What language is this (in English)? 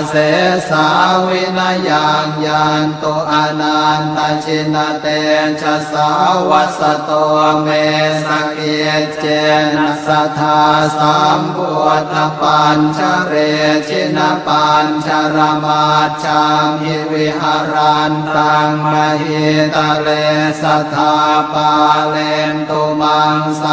Pali